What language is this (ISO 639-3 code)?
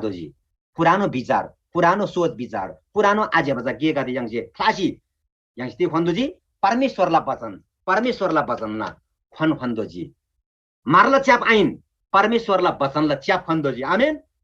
taj